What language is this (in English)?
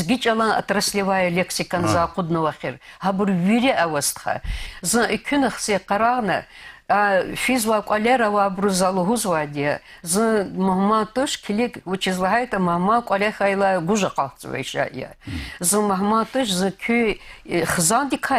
Lezghian